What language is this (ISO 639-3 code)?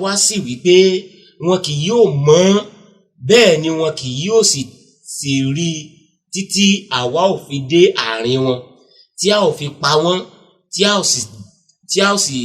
yor